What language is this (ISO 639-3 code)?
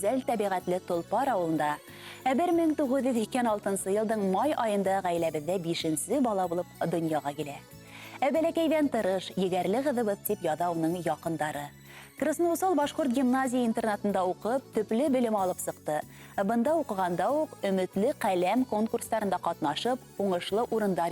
bak